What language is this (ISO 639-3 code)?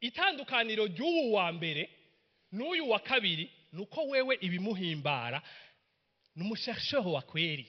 run